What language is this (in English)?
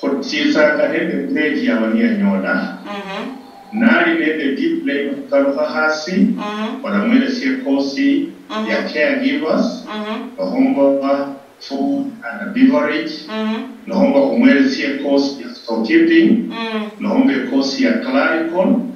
Luyia